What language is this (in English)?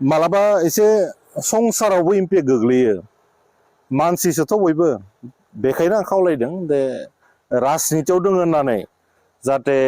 Bodo